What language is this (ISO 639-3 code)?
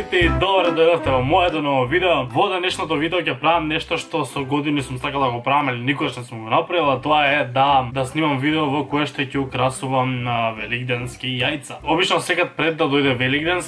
mkd